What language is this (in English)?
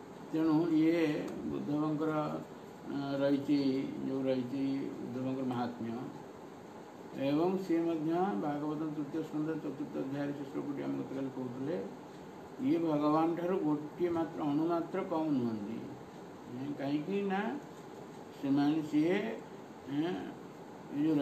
Odia